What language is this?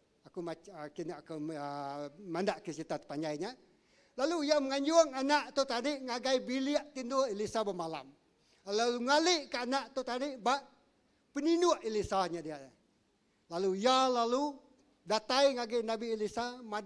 Iban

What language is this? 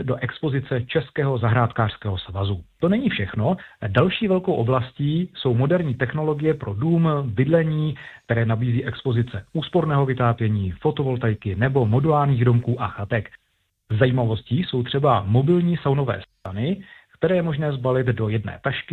Czech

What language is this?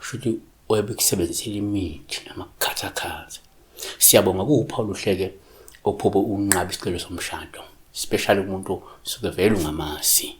Zulu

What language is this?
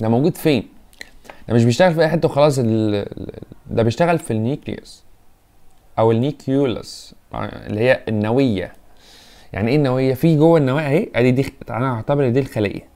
Egyptian Arabic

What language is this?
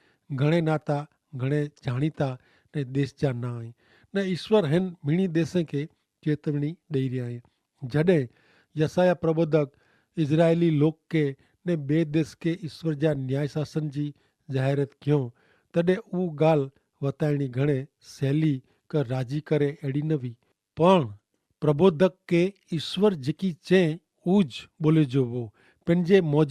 Kachhi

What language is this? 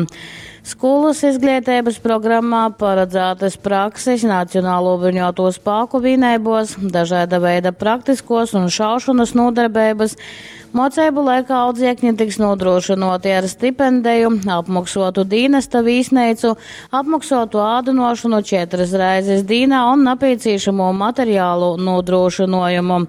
Latgalian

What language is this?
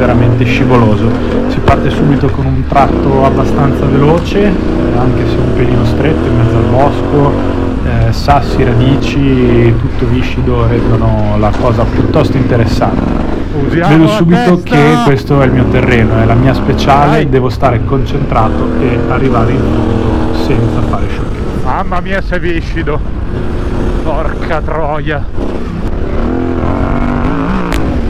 Italian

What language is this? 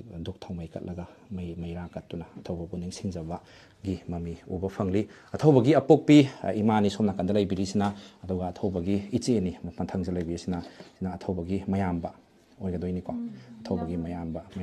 Manipuri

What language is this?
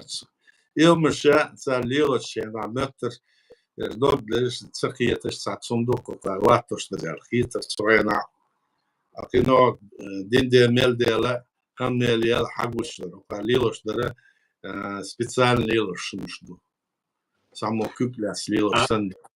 Chechen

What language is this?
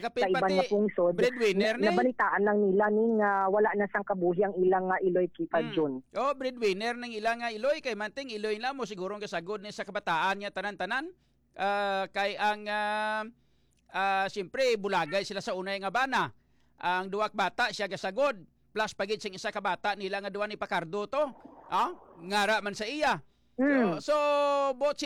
Hiligaynon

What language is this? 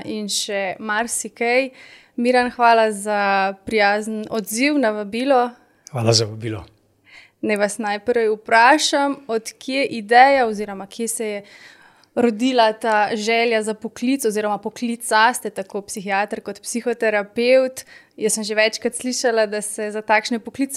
Slovenian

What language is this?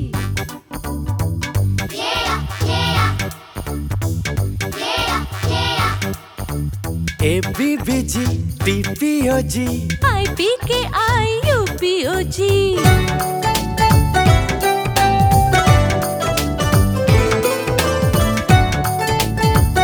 Hindi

